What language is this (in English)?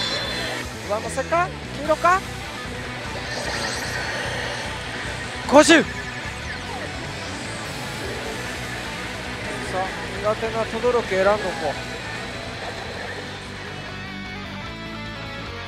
Japanese